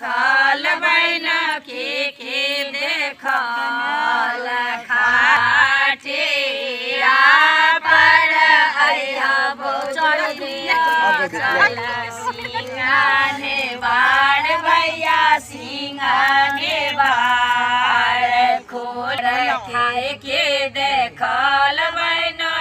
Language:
Maithili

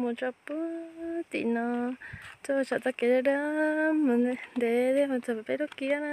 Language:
Hmong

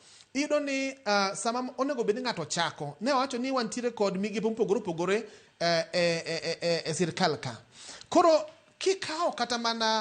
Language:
Luo (Kenya and Tanzania)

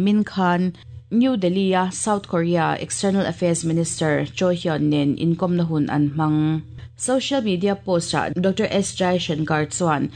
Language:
Mizo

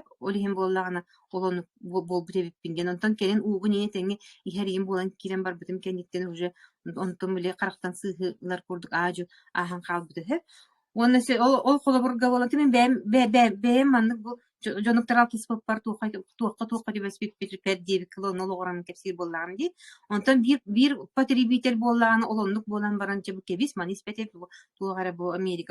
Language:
Yakut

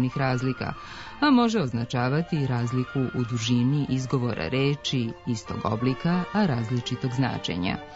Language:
Serbian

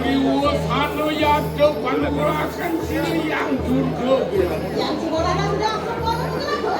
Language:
Balinese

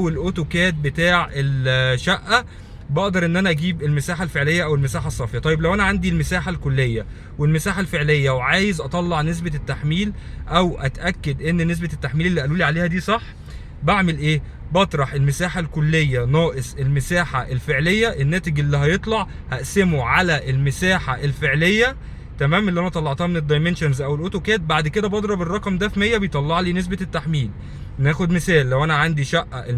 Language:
Egyptian Arabic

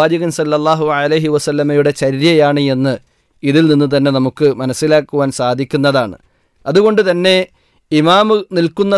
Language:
Malayalam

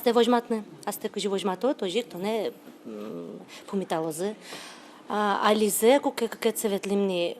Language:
Udmurt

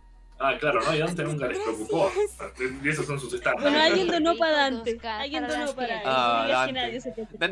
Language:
Spanish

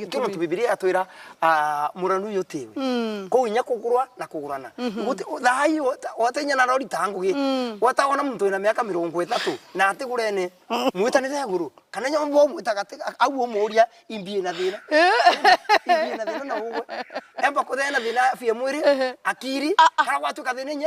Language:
Meru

